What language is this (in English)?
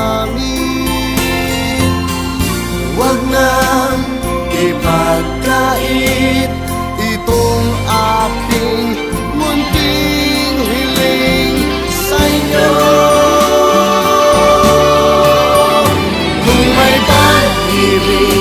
Filipino